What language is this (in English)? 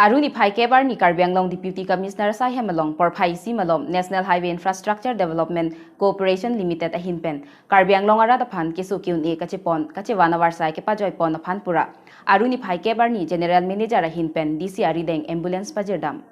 Karbi